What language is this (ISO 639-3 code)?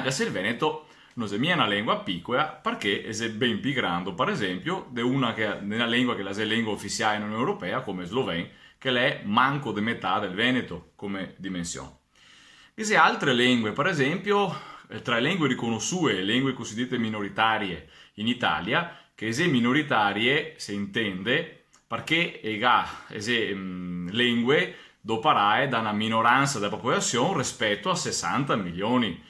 vec